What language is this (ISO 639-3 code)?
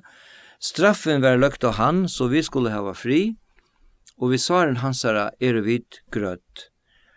fao